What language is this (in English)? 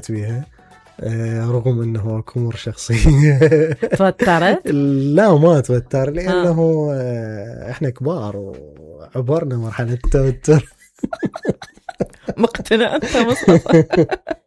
Mesopotamian Arabic